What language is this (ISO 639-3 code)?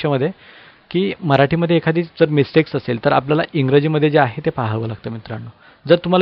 mar